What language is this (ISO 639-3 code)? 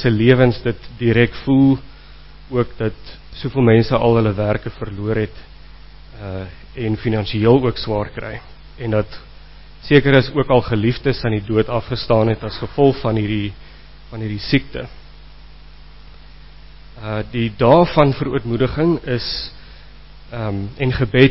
afr